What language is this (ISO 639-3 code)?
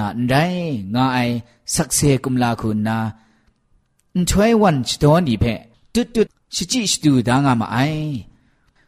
tha